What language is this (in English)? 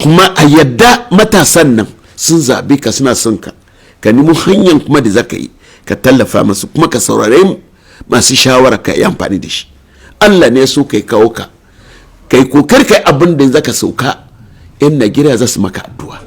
Hausa